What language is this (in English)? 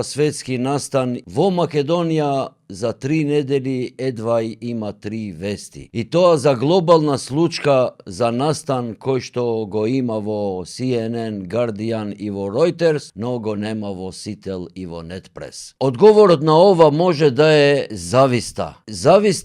Macedonian